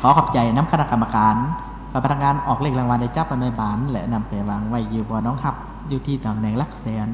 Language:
Lao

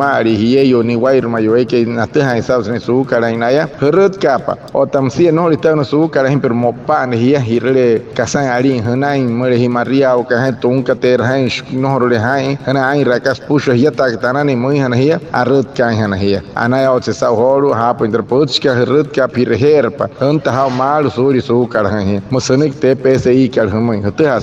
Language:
Wayuu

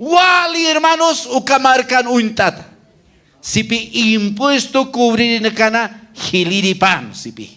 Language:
Aymara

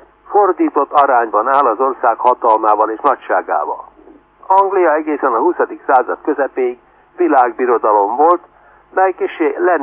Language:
Hungarian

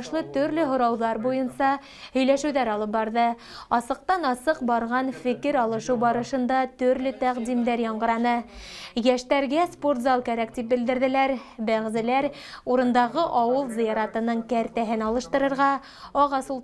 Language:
Bashkir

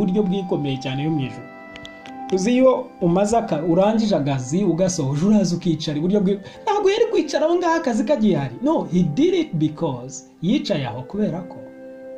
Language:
Kinyarwanda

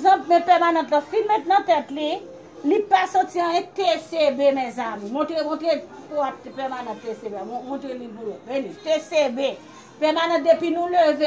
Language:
Haitian Creole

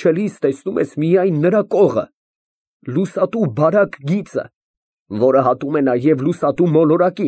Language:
Armenian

